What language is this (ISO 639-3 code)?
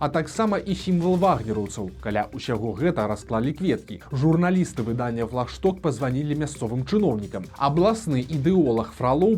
bel